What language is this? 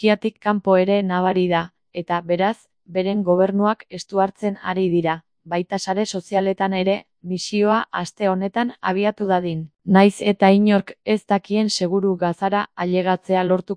Basque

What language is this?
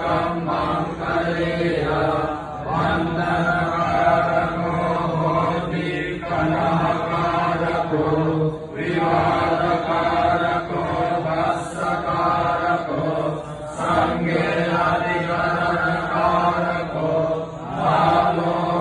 Pali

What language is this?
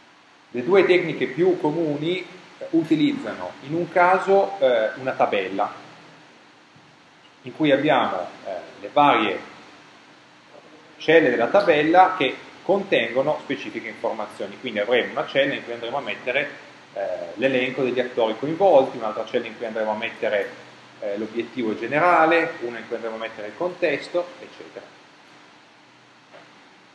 Italian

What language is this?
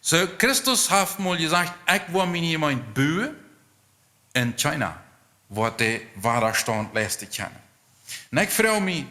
Plautdietsch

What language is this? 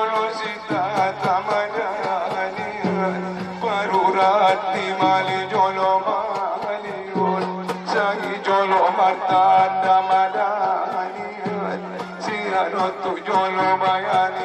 Batak Angkola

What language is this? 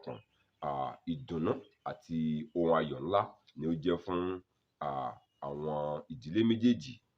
Yoruba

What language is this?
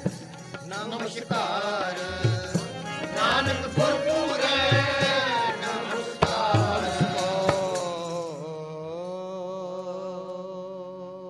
Punjabi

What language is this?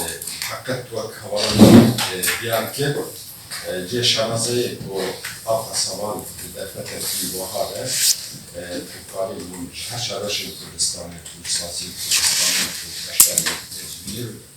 Kurdish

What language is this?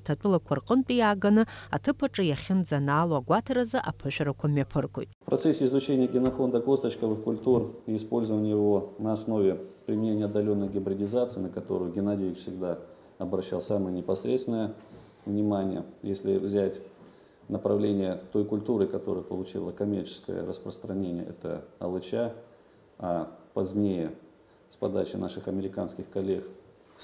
Abkhazian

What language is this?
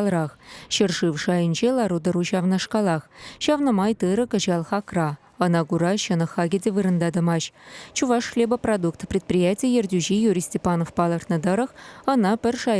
Chuvash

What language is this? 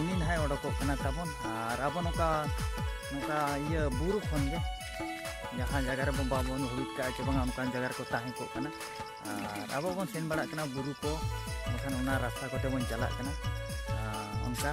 Santali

